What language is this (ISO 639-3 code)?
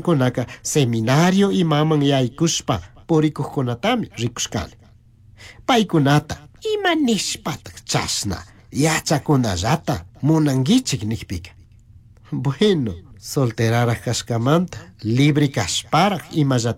qug